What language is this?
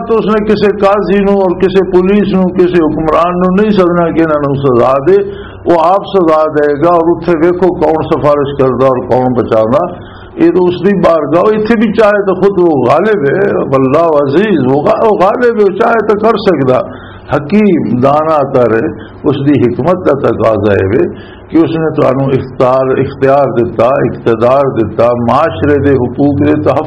Western Panjabi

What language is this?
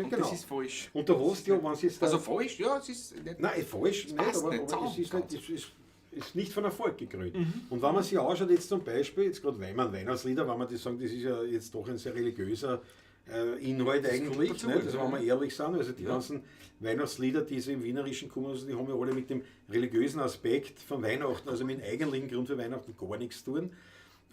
Bavarian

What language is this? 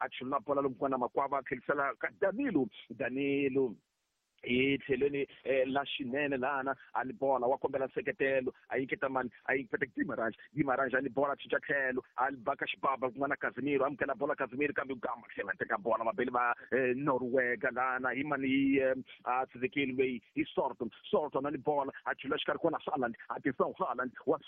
Tsonga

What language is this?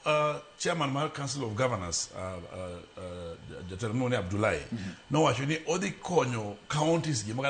Luo (Kenya and Tanzania)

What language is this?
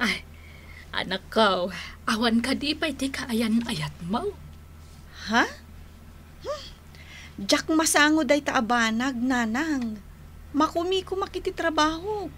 Iloko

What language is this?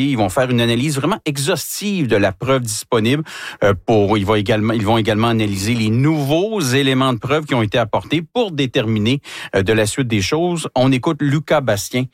French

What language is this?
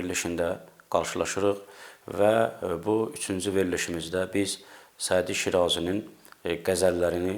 Azerbaijani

